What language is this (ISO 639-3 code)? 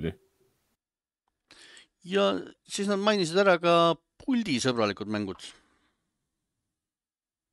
est